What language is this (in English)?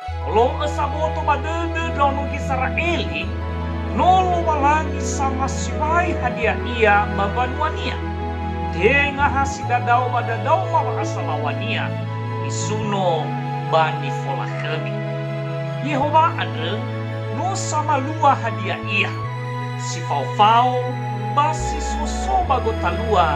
Nias